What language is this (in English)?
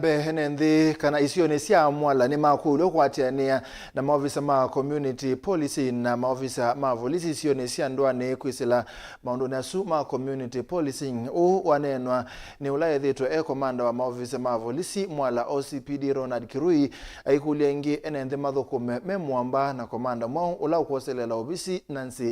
Kamba